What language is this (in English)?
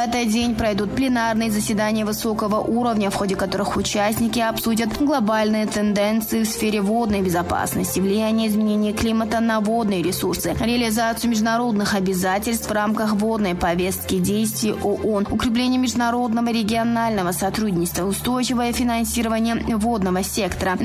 Russian